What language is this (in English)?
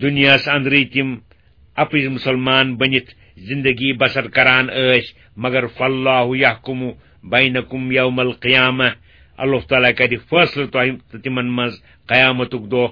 Kashmiri